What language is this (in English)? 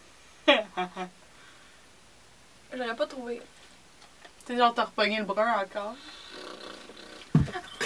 French